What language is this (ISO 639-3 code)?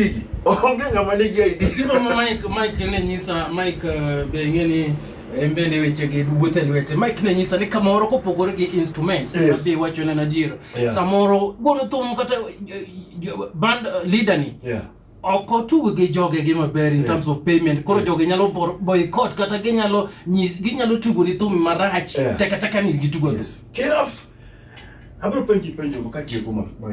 luo